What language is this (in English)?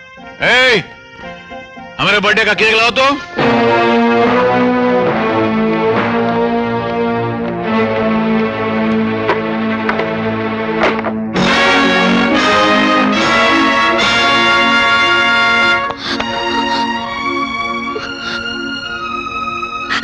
Hindi